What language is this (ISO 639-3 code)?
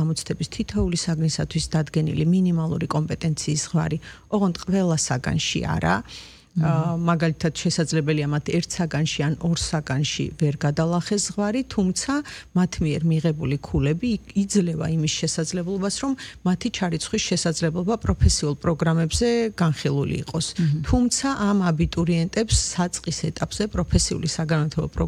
kat